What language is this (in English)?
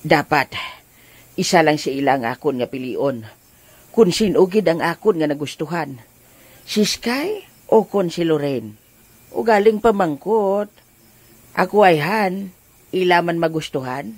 Hiligaynon